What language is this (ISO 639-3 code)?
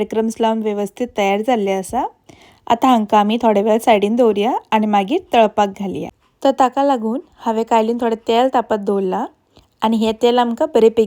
kok